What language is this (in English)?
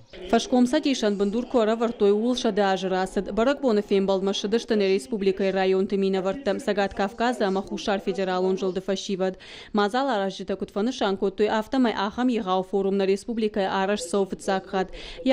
Ossetic